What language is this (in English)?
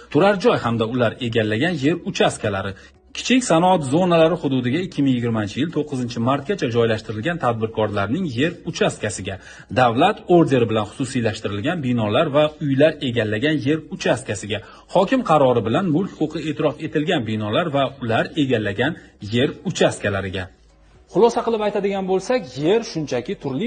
Uzbek